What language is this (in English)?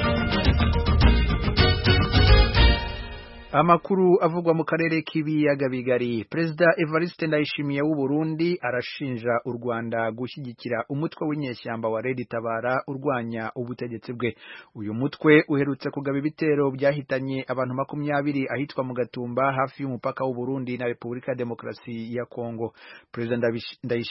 Kinyarwanda